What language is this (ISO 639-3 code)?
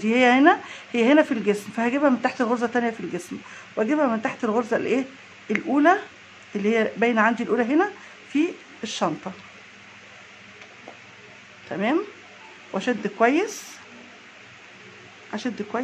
arz